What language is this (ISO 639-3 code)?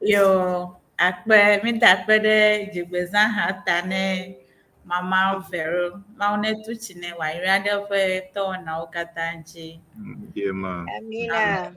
ewe